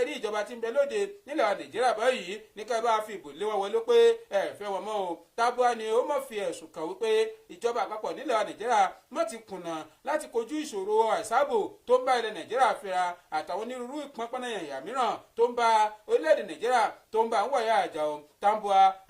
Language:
Yoruba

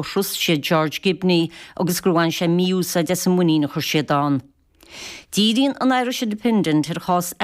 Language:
Irish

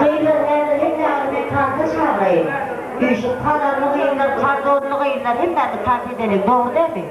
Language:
Turkmen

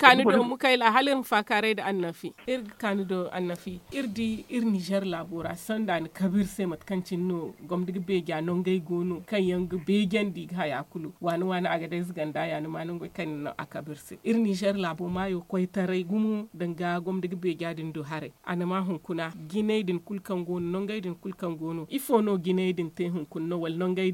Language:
Zarma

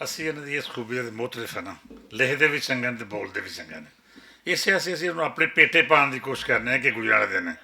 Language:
Western Panjabi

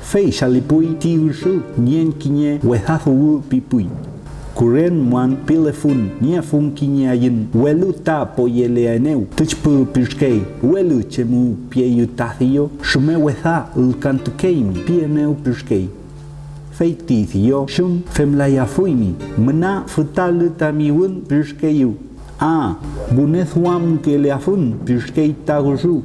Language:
Mapuche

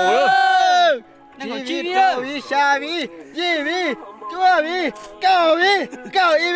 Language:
Hmong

